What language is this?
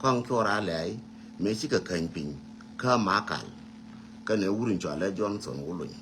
Nuer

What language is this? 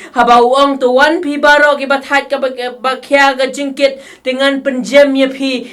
Khasi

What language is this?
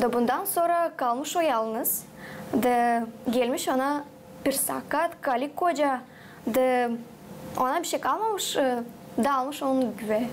Gagauz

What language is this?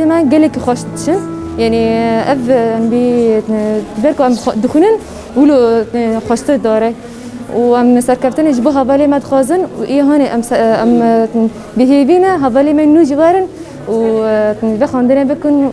Kurdish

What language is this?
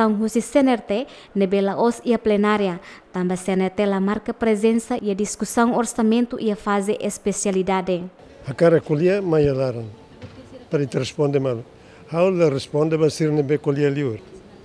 Tetum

